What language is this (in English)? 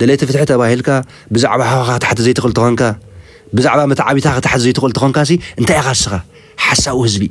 Tigrinya